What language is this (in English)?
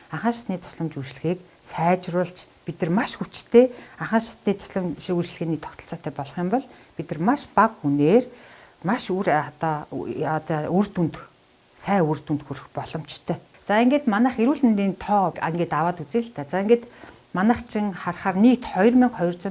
Mongolian